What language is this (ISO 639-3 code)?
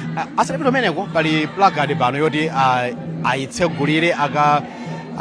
nya